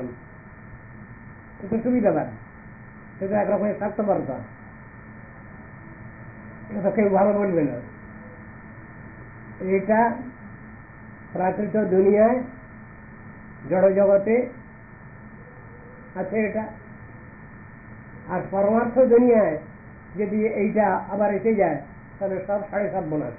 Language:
Bangla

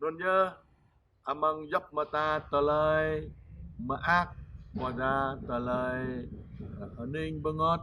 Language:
Jarai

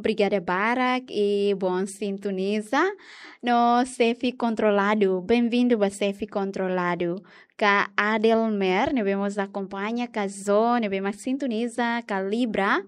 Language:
Tetum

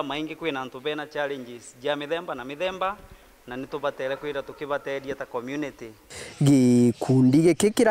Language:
Meru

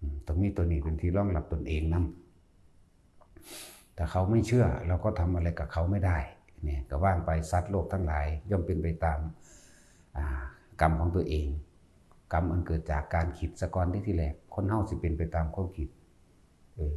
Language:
Northeastern Thai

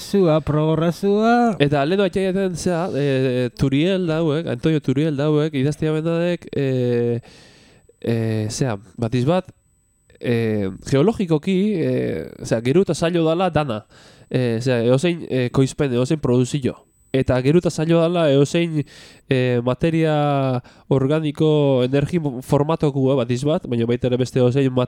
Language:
Basque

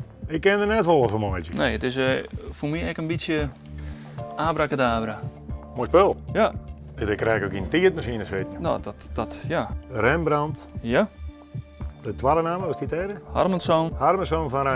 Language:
Western Frisian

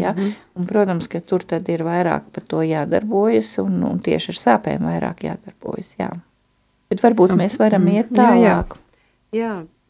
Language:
Latvian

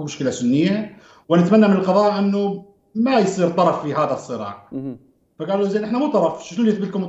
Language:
Mesopotamian Arabic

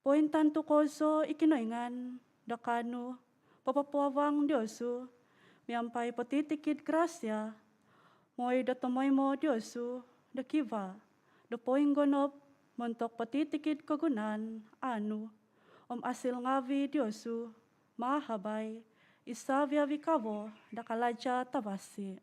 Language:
Central Dusun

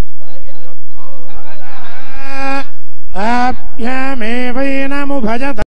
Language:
Telugu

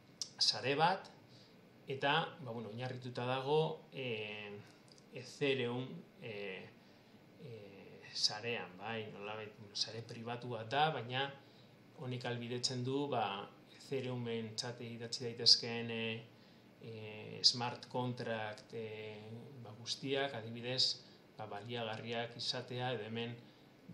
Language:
Basque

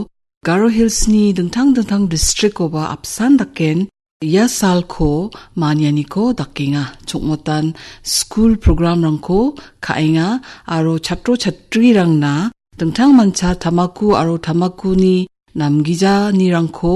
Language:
Garo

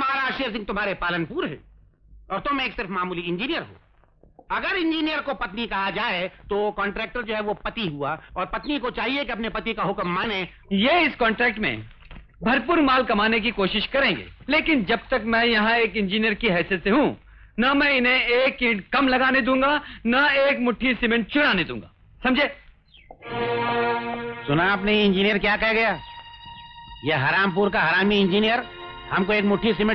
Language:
Hindi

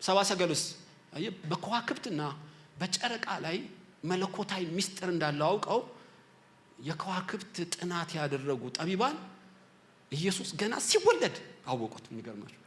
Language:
Amharic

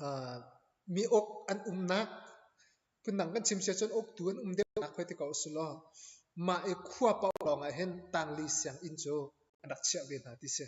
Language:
Hakha Chin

